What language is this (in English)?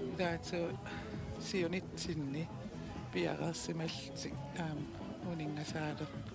Kalaallisut